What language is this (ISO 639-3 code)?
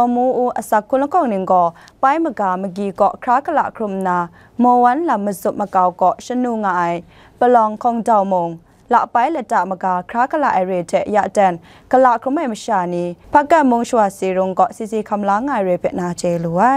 kac